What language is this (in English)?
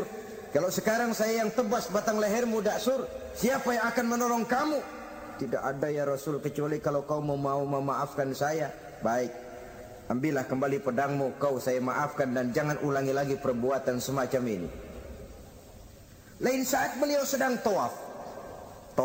Indonesian